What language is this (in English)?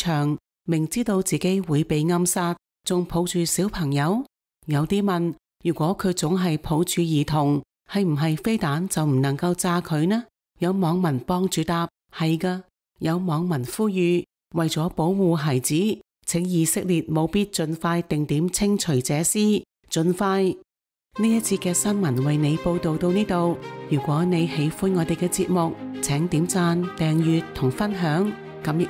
Cantonese